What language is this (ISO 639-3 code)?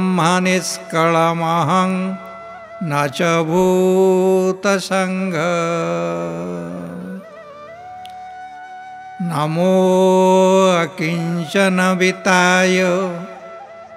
ori